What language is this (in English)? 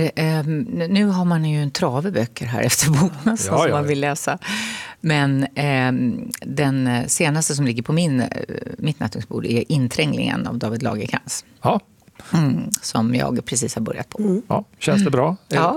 Swedish